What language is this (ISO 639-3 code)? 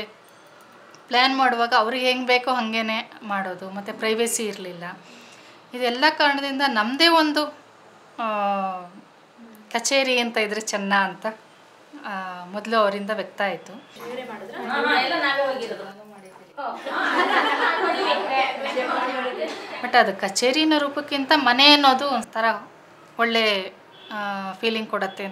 kan